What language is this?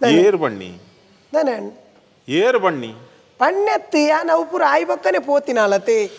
Tulu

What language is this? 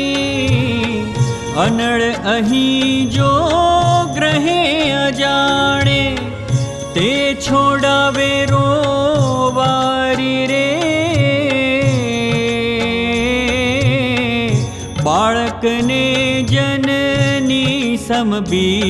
Gujarati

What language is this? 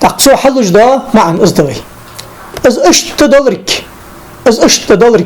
Ingush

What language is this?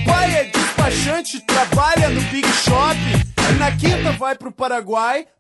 Portuguese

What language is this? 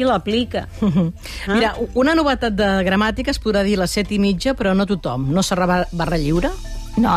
Catalan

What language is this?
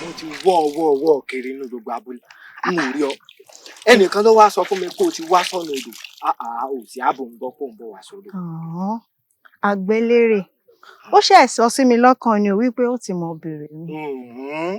Yoruba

